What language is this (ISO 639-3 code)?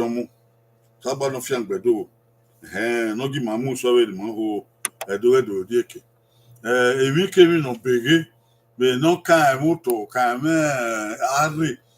bin